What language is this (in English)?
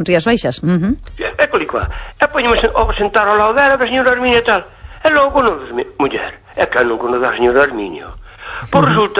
Galician